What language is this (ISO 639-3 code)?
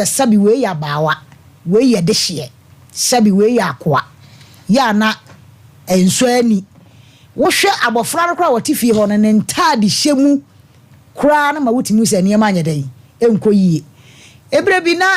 aka